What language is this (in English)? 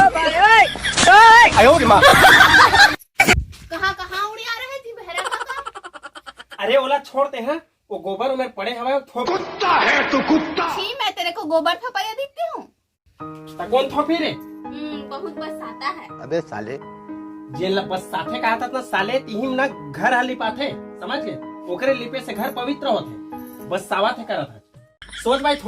Chhattisgarhi